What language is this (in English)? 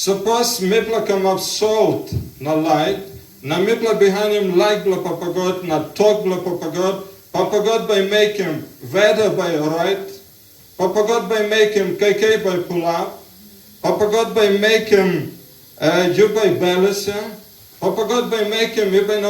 Tok Pisin